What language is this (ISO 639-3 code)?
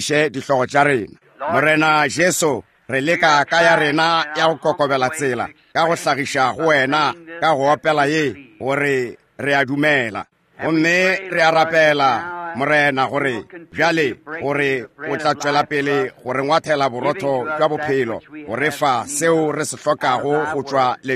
nso